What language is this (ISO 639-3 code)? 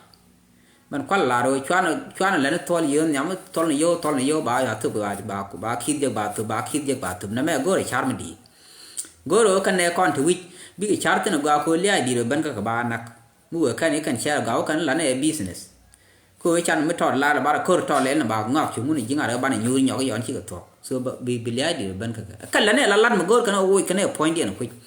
nus